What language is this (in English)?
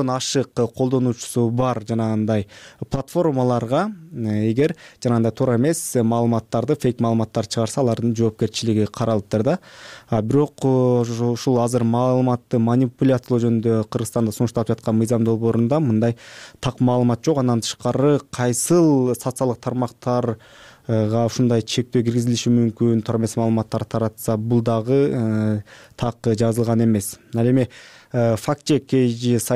Kyrgyz